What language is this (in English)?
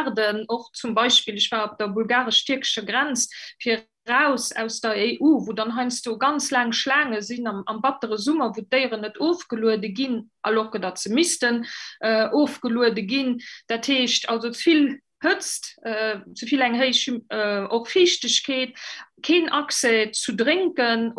Luxembourgish